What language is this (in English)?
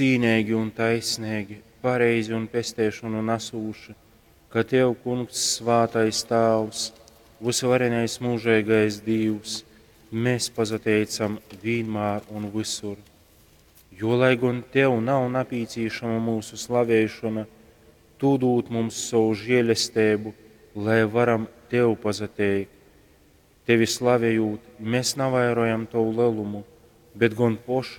Latgalian